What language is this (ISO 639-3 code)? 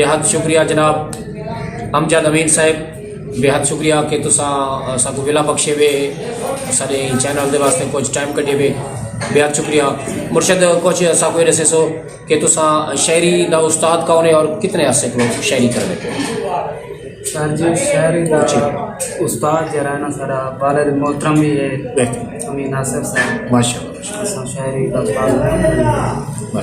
skr